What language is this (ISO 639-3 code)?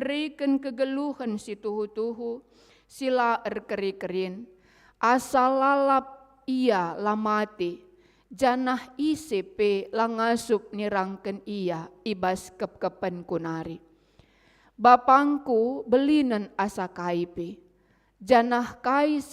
btx